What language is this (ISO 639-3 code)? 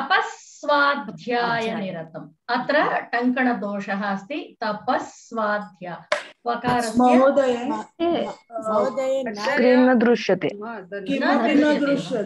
san